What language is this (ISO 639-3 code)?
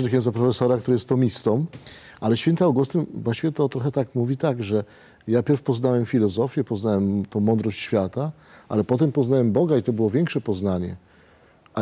pol